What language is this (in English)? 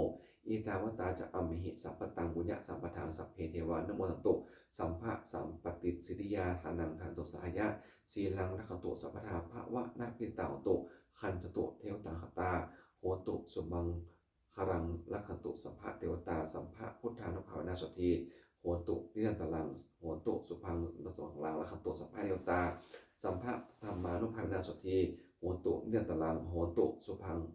Pali